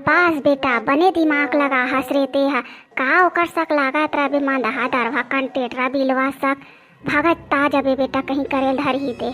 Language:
Chhattisgarhi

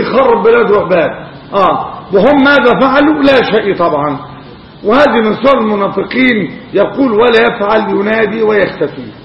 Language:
Arabic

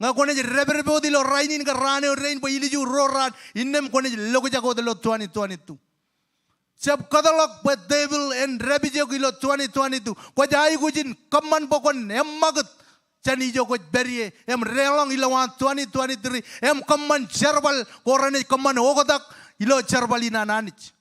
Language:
Marshallese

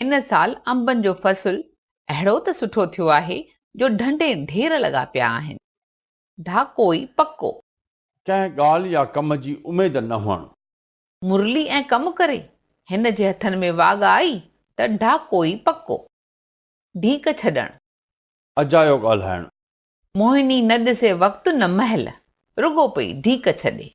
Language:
Sindhi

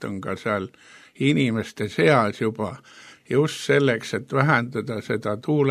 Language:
Estonian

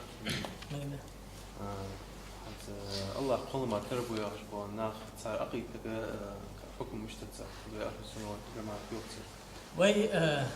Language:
Ingush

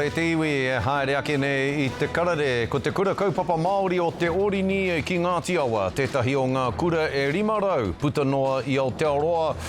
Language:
Māori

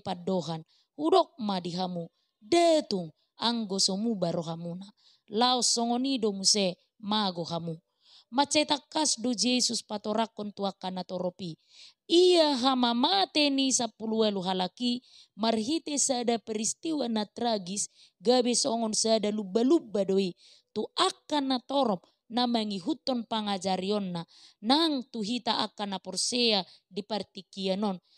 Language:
Batak Toba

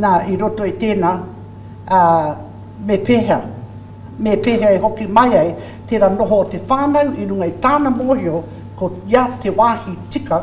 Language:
Māori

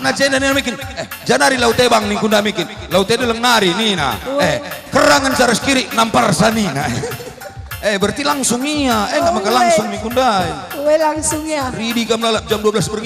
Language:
Batak Karo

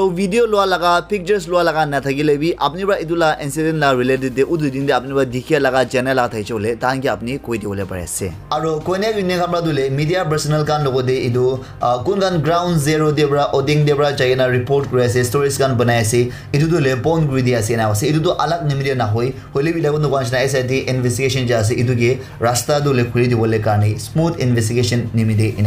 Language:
Naga Pidgin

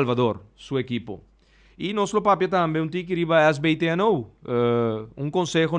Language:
Papiamento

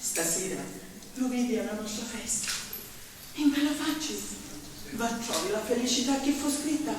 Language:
Sicilian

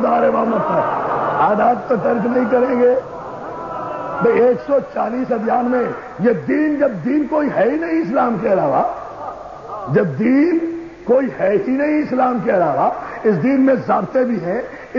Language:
Urdu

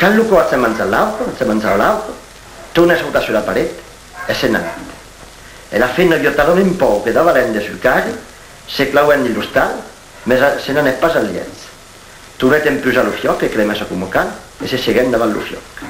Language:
Occitan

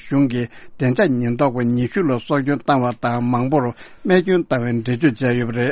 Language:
Tibetan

